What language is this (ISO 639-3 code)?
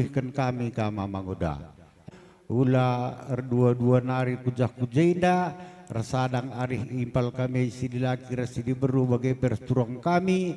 btx